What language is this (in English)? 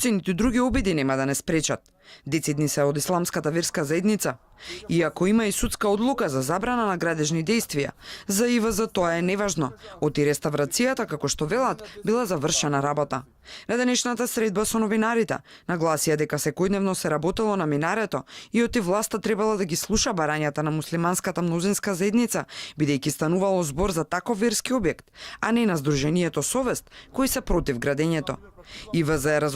Macedonian